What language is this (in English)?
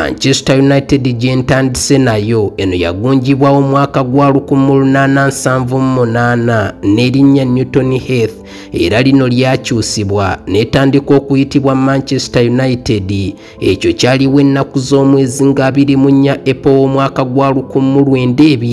Ganda